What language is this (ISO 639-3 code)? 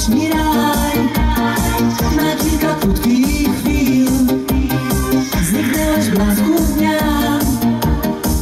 pol